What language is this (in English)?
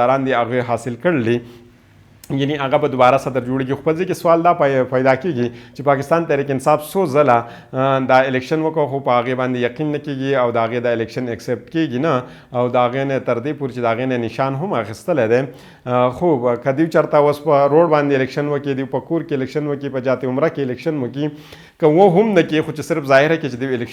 Pashto